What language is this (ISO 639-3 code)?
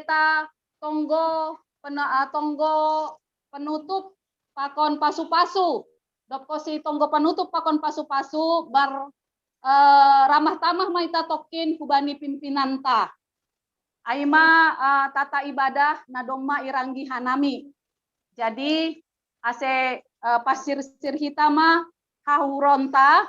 bts